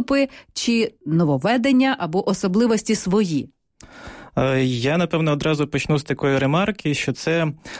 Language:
Ukrainian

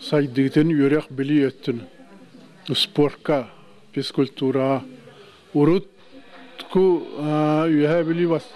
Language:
Yakut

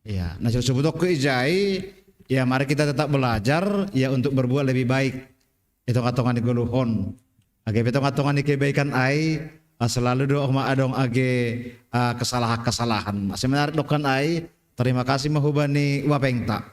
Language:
Batak Simalungun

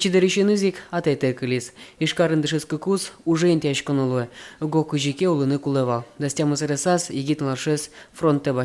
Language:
Udmurt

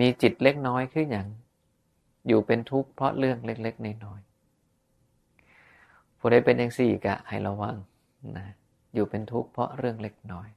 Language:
Northeastern Thai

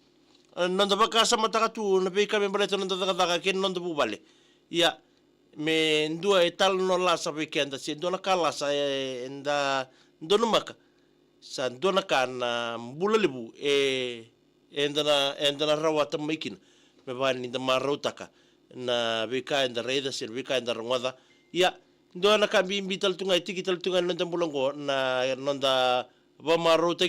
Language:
Fijian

